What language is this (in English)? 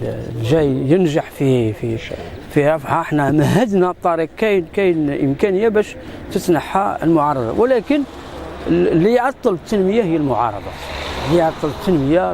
Algerian Arabic